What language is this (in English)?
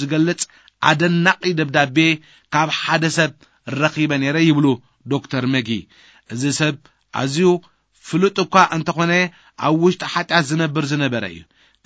Tigrinya